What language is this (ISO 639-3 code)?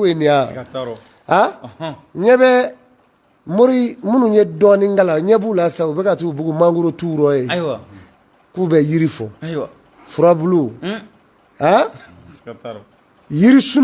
bam